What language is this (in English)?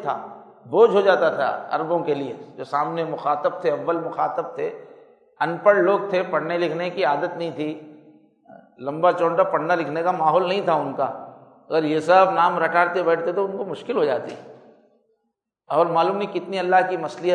Urdu